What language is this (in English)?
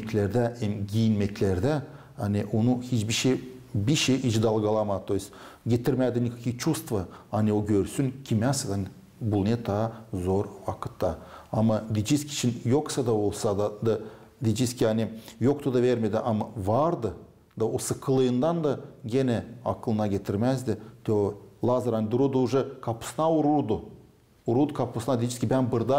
Gagauz